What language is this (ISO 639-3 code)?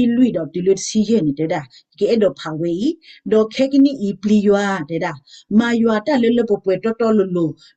ksw